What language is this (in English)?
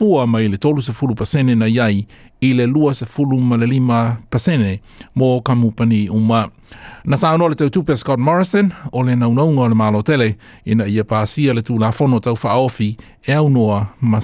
Samoan